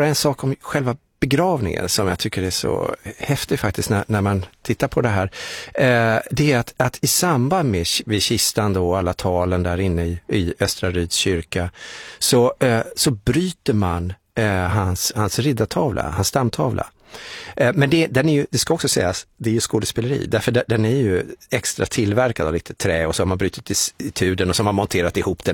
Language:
Swedish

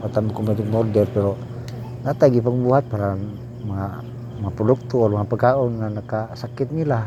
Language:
Cebuano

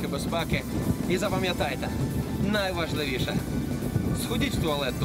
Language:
Ukrainian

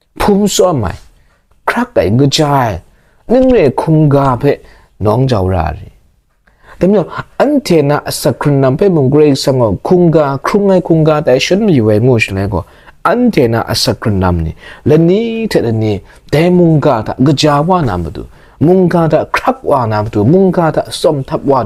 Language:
Kachin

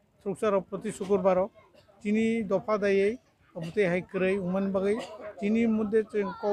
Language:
Kok Borok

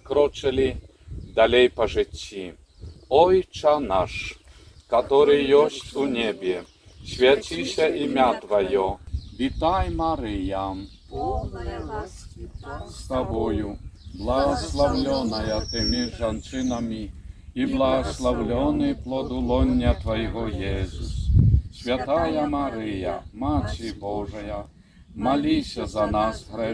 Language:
Belarusian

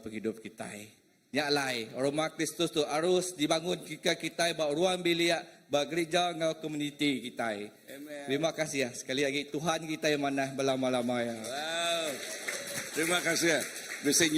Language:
Iban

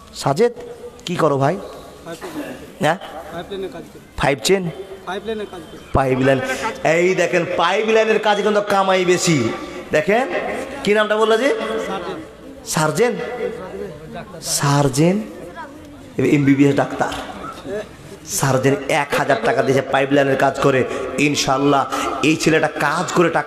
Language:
Bangla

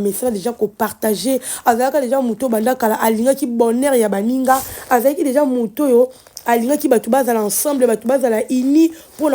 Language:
Lingala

